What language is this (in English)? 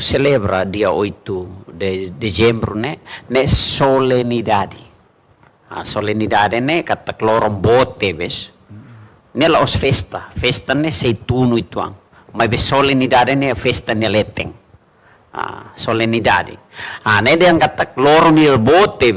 Tetum